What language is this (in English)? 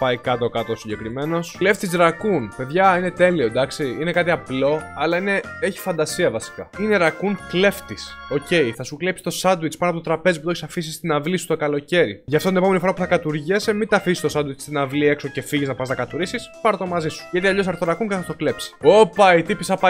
Greek